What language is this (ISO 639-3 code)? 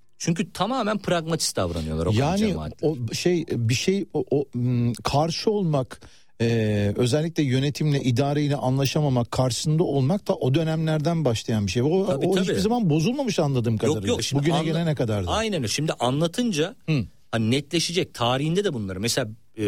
tur